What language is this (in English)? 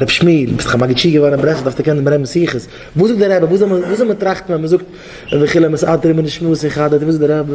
Yiddish